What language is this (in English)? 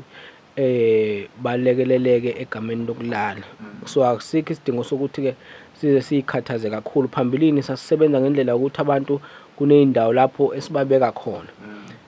Zulu